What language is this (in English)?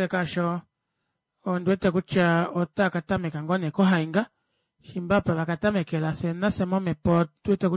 Kuanyama